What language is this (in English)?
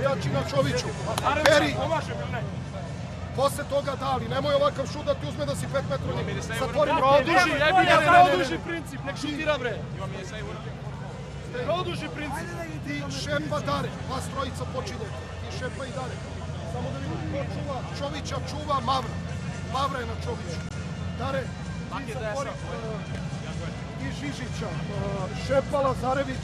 Serbian